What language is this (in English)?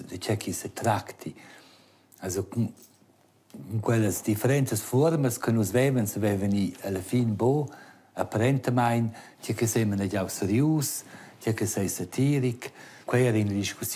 Romansh